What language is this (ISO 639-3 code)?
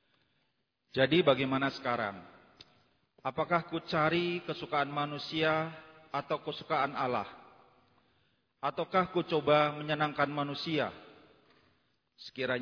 ind